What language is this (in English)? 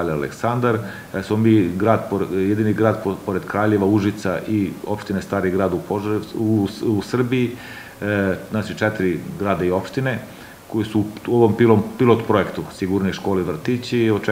Serbian